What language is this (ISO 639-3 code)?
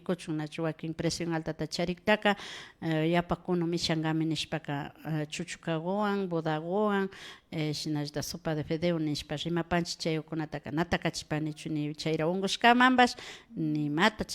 qvi